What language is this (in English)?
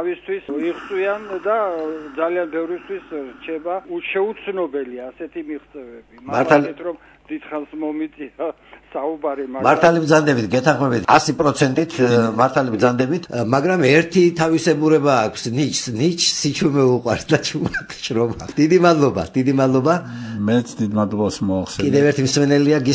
Georgian